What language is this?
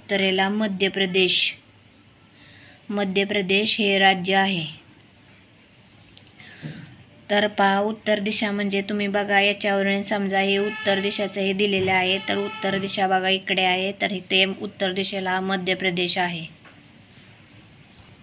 Marathi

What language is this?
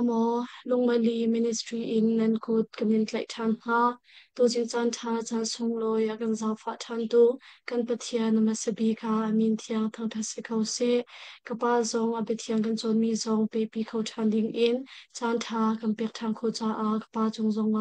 Hakha Chin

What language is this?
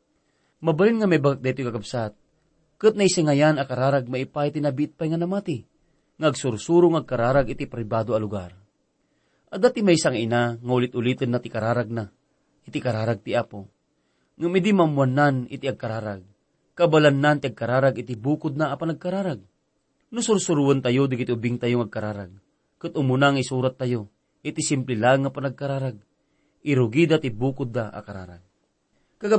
Iloko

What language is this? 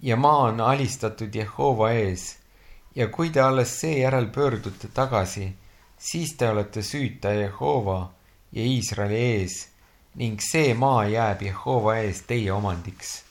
Estonian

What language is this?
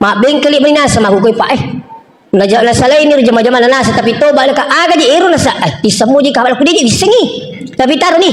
Buginese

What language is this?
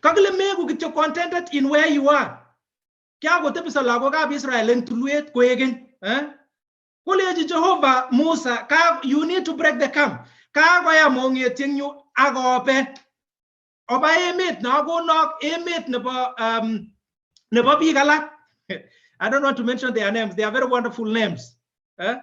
Kalenjin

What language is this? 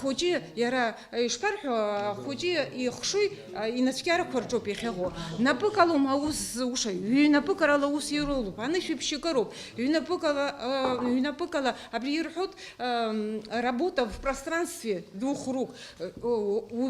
Abkhazian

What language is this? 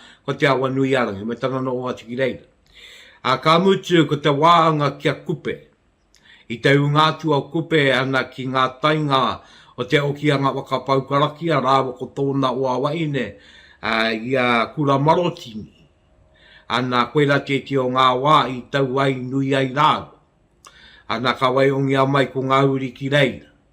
Māori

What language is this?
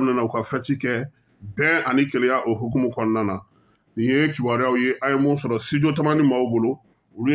Bambara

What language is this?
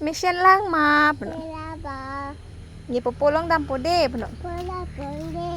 Karbi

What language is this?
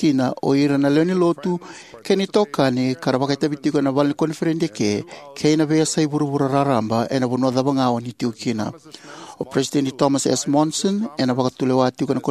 Fijian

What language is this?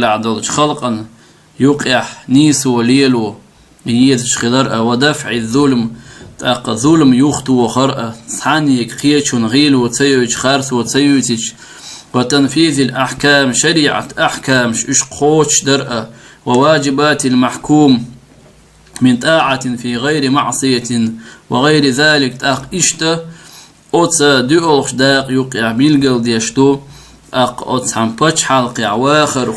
Chechen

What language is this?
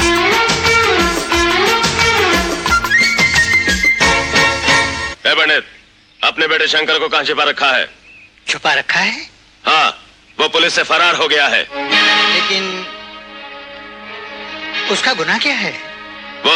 Hindi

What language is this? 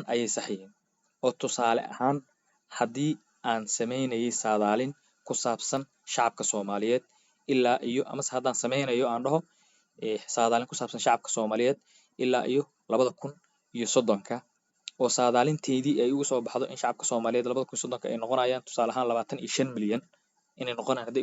Somali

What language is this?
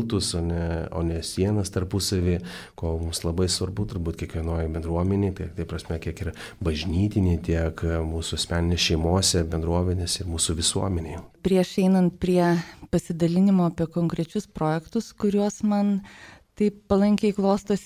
Lithuanian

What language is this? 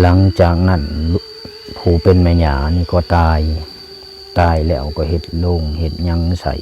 Lao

